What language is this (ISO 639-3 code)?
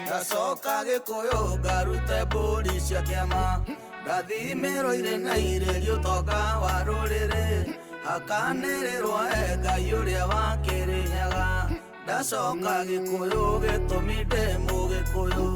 kik